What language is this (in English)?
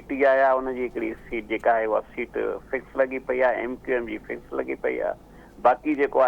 Sindhi